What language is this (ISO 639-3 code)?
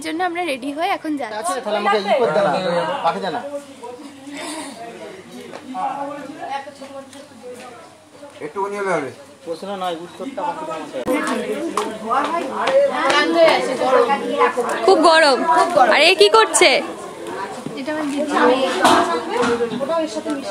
ben